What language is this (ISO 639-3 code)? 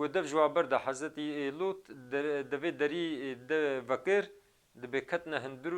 kur